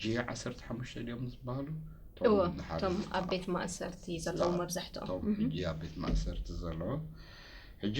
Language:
Tigrinya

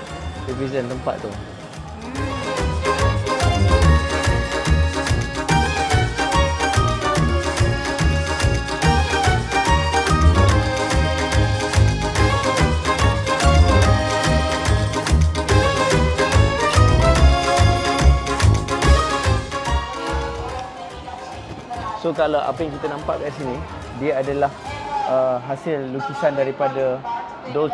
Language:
Malay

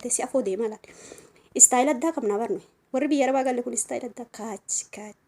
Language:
Oromo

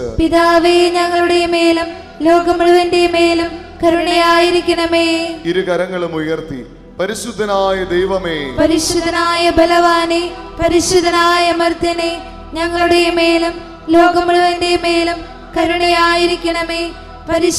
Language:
Malayalam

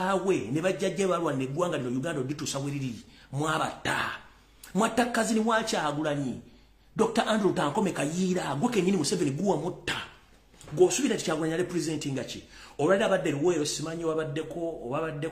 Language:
Ganda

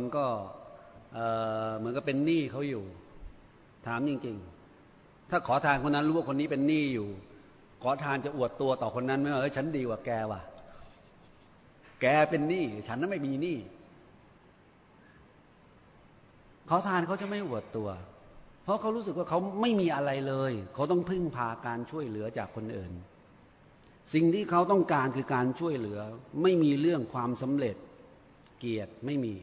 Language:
Thai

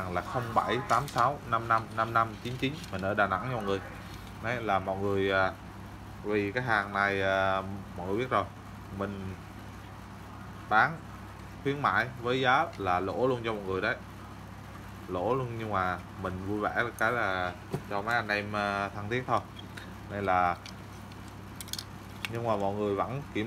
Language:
Vietnamese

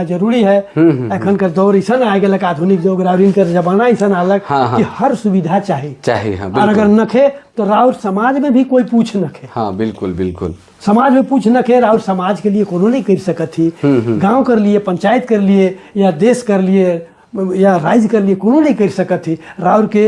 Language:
Sadri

